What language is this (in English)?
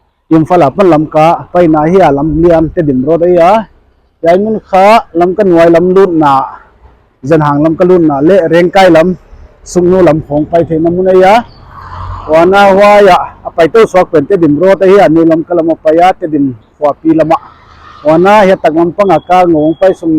Paite Chin